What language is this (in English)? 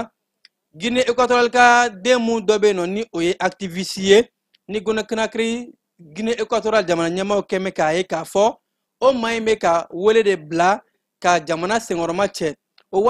Bambara